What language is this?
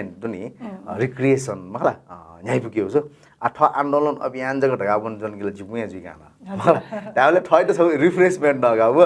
Newari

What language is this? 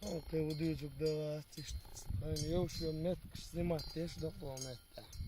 Chechen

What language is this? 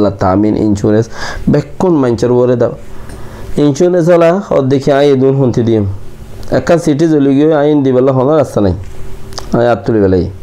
Rohingya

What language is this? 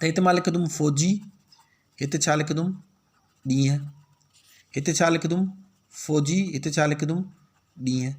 Sindhi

